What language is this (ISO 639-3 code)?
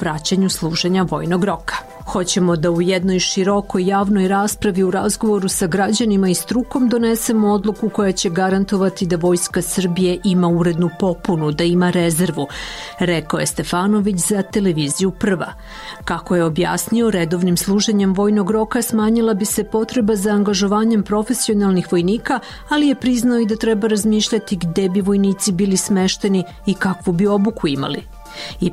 srp